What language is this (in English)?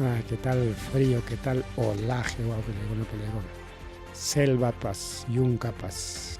Ayacucho Quechua